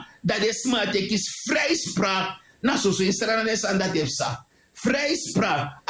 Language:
Sranan Tongo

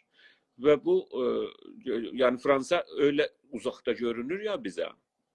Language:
South Azerbaijani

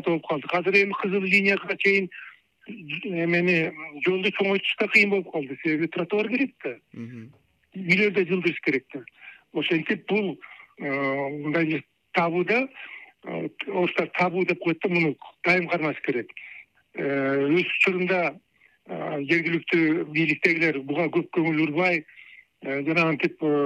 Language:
Kyrgyz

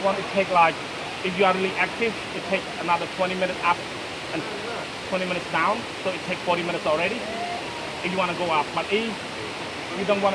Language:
Hmong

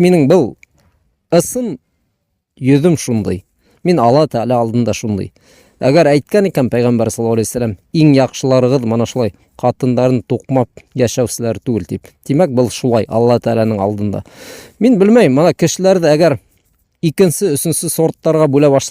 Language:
Bashkir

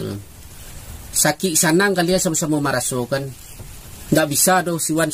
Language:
Minangkabau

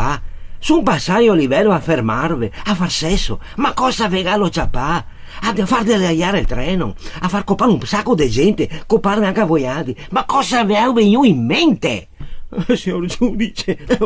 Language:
Venetian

